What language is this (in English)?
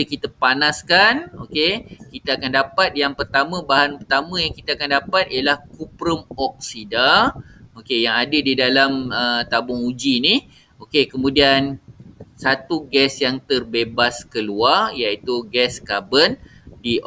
Malay